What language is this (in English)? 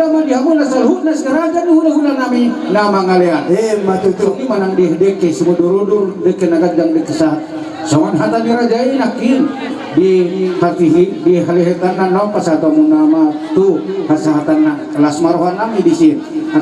Batak Toba